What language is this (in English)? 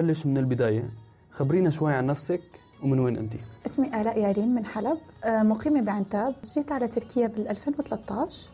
North Levantine Arabic